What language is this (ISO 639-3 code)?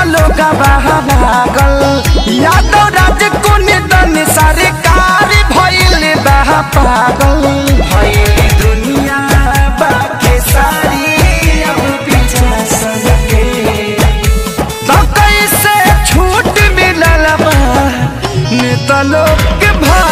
bho